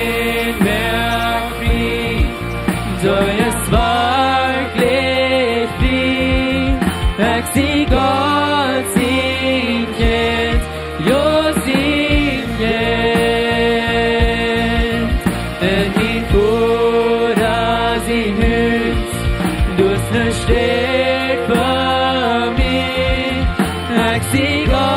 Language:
Plautdietsch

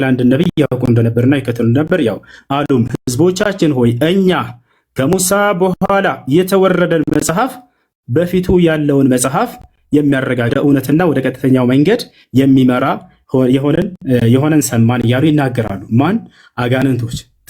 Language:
Amharic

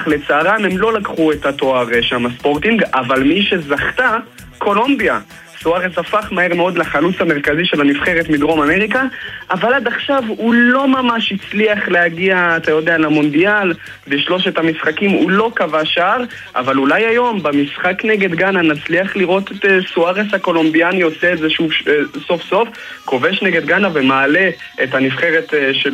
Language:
Hebrew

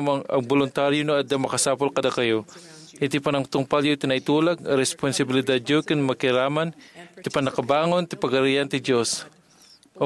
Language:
Iloko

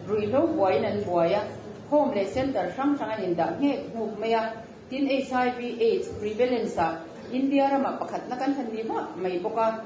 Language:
Mizo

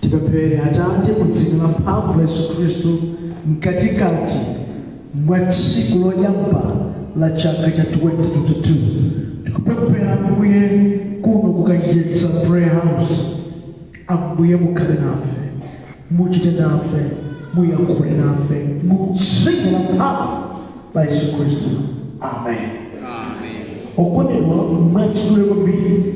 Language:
Nyanja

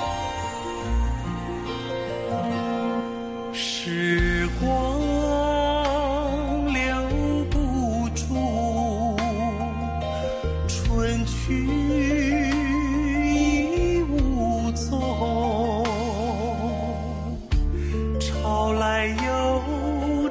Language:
Chinese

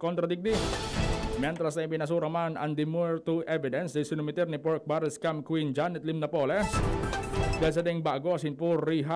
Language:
Bikol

